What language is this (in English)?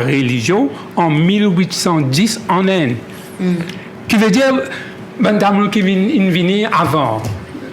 Morisyen